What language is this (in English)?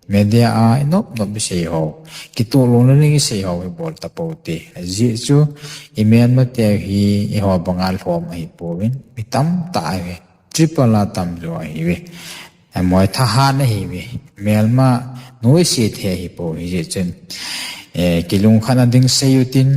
Thado Chin